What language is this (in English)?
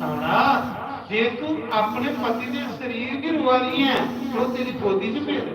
Dogri